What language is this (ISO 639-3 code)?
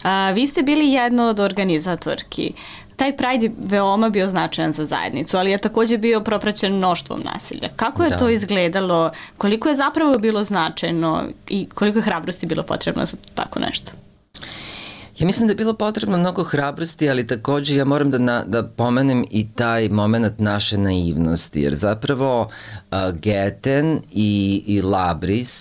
srp